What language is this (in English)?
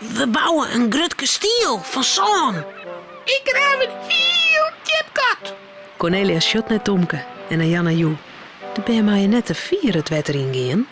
Western Frisian